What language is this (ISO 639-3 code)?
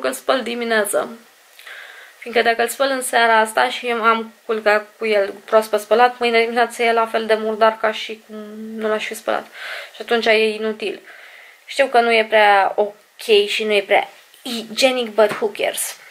ron